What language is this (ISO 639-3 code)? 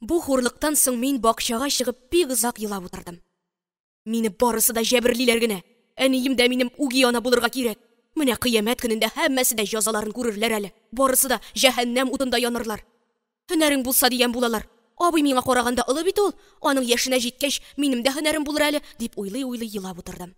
tat